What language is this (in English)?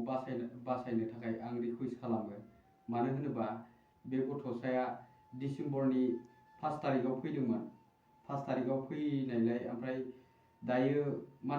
Bodo